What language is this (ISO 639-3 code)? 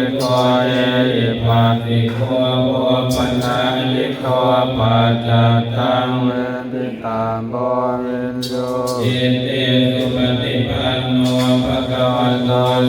pli